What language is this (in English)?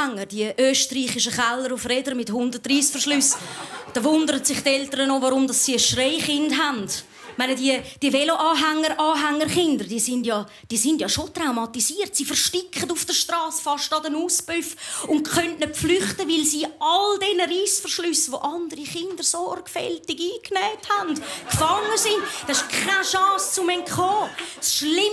Swiss German